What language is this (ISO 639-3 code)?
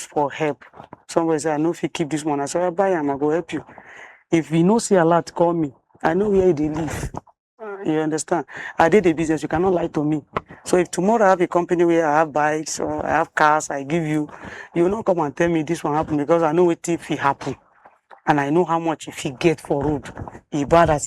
pcm